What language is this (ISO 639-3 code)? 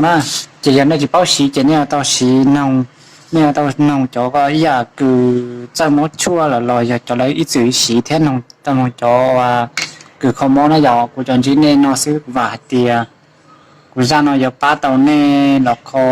hmn